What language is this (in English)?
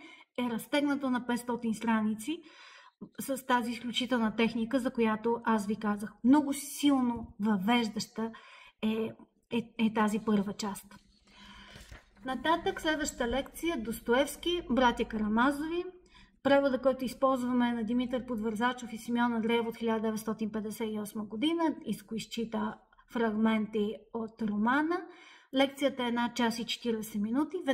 Bulgarian